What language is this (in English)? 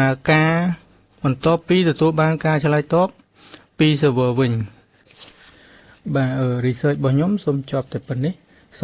Khmer